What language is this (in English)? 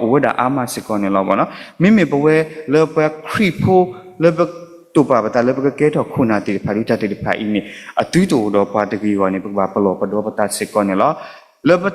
S'gaw Karen